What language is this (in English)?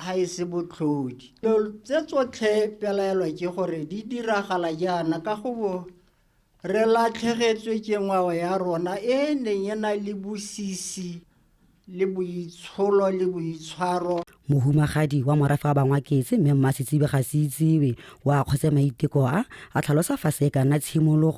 Tswana